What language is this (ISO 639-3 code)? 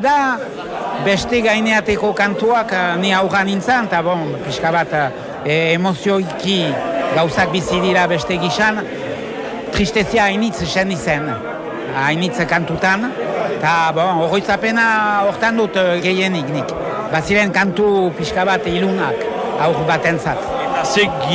eus